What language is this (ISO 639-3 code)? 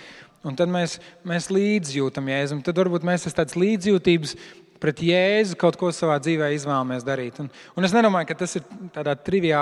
lav